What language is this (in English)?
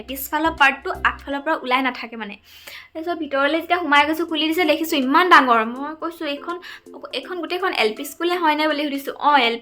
Assamese